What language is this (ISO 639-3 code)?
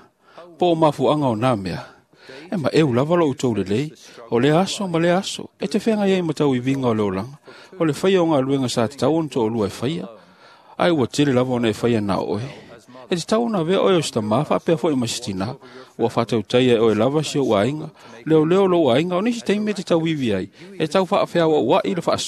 smo